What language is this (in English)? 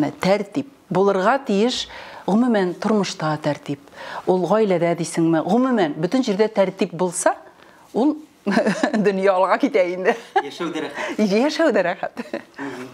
Tatar